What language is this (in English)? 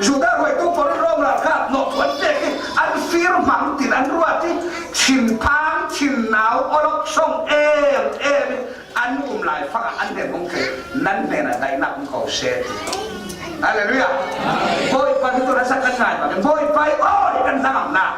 Falam Chin